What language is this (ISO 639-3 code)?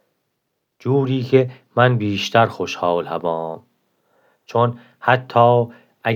glk